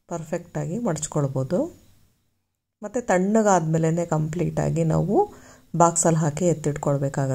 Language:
Kannada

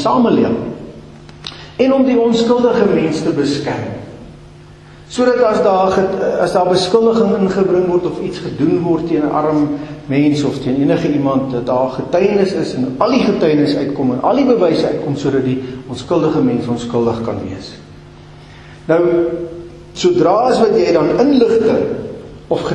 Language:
Afrikaans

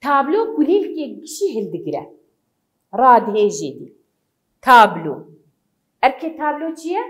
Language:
Kurdish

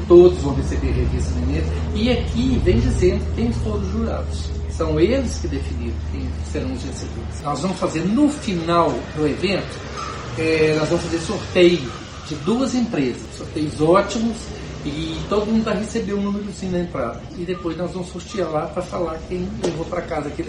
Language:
Portuguese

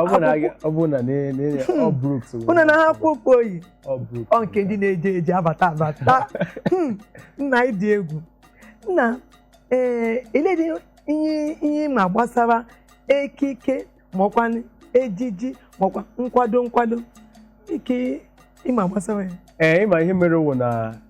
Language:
Igbo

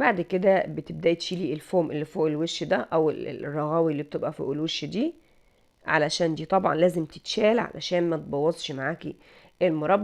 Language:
Egyptian Arabic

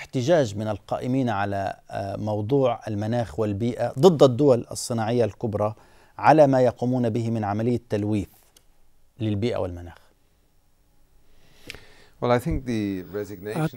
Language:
Arabic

